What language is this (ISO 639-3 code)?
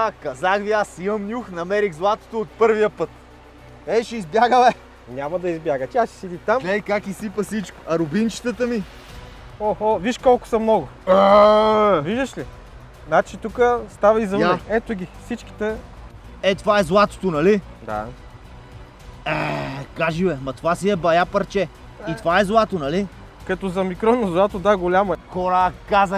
bul